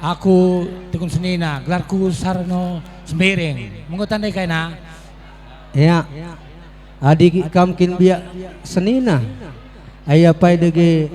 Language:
Batak Karo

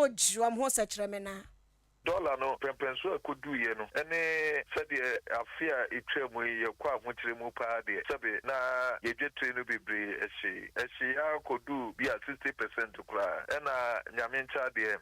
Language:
Akan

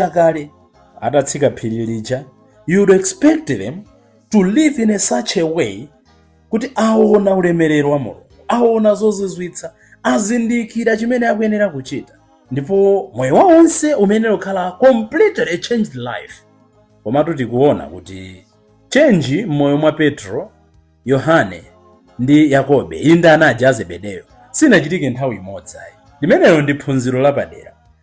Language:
Nyanja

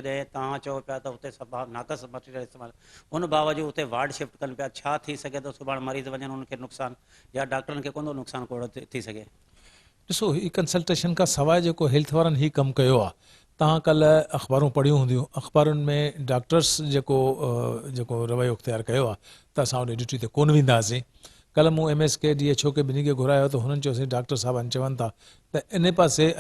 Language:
Sindhi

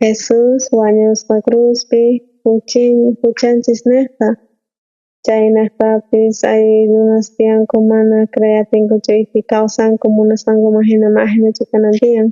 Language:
South Bolivian Quechua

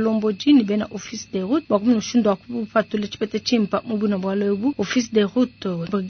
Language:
Luba-Lulua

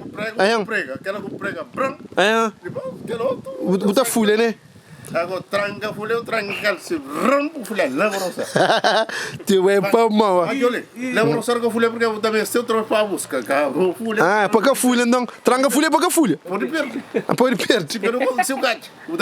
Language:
Kabuverdianu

